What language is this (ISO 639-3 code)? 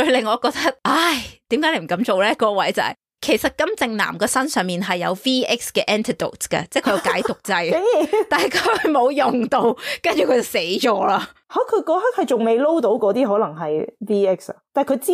yue